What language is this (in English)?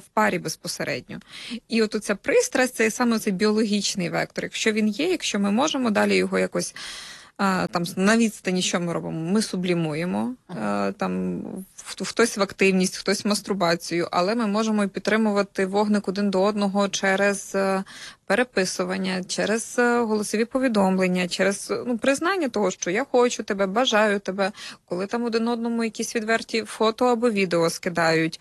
Ukrainian